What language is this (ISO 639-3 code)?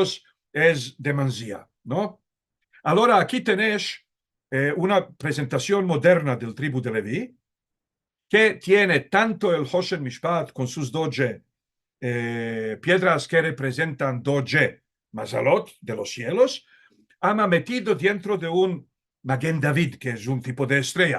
lad